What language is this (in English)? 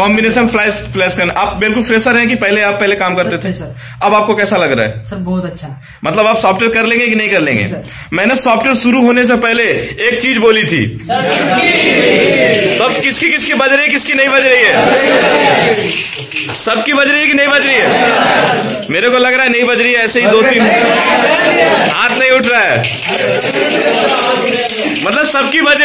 Hindi